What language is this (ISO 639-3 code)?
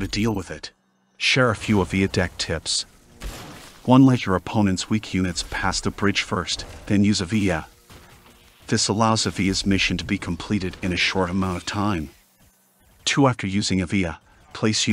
eng